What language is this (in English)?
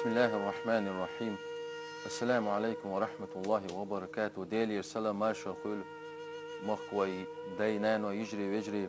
Chechen